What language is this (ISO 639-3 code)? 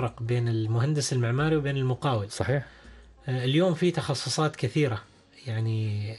ara